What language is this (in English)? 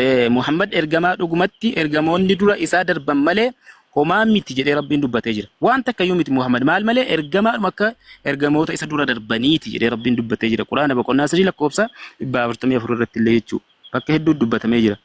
Oromo